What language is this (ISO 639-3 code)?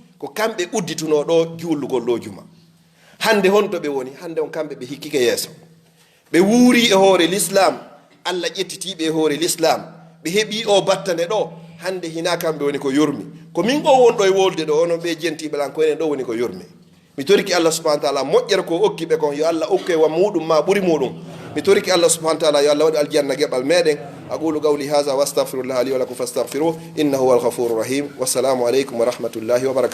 ful